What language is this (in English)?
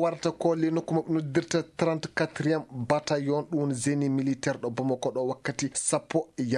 Fula